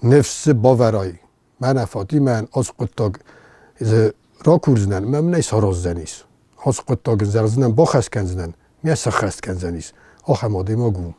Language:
Ossetic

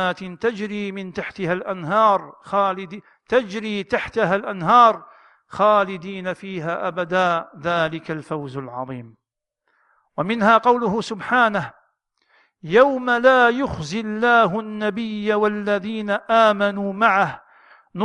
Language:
Arabic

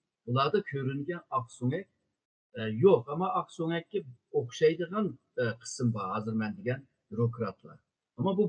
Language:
Uyghur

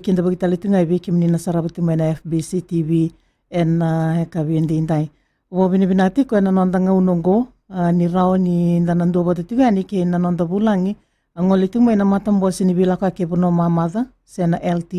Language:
Fijian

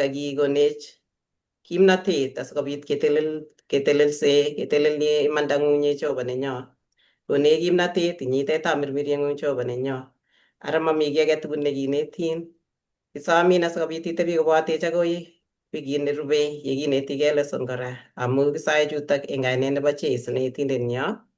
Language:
Kalenjin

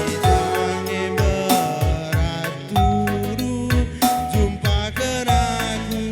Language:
Batak Karo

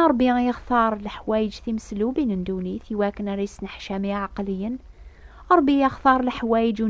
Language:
Kabyle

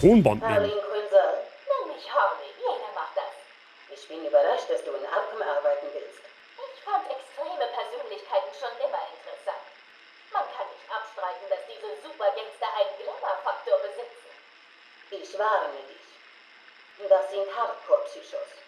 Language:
Bavarian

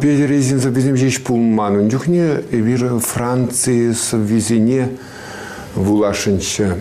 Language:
Chuvash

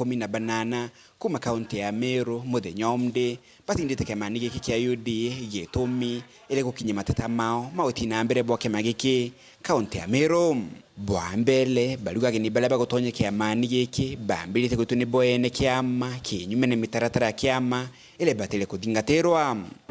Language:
Meru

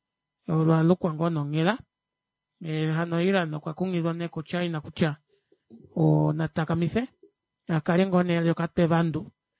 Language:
Kuanyama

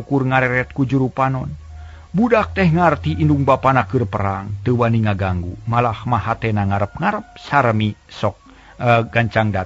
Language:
Sundanese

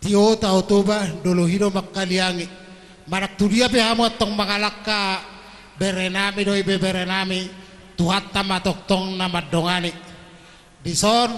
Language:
Batak Toba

